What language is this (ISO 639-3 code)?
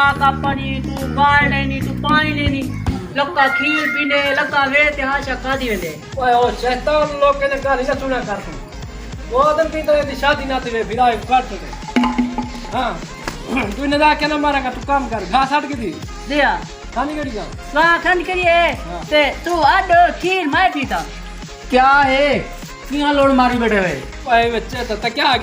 skr